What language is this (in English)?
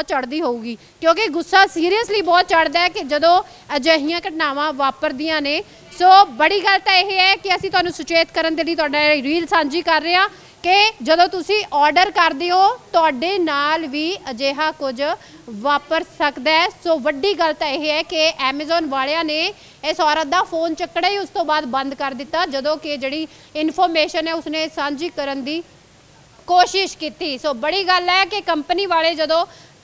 Punjabi